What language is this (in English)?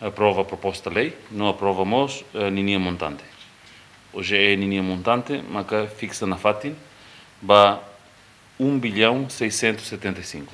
Tetum